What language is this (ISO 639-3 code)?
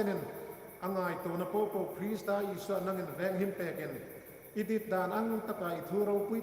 hmr